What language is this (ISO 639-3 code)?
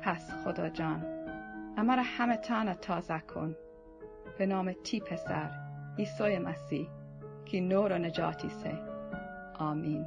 glk